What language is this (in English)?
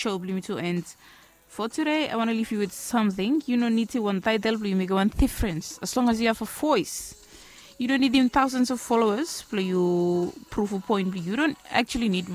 Bislama